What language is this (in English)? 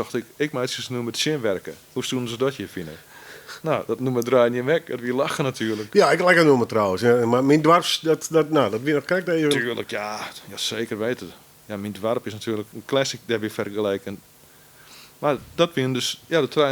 Western Frisian